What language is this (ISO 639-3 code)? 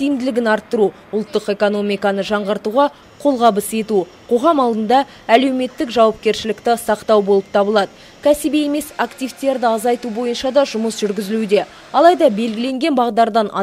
kaz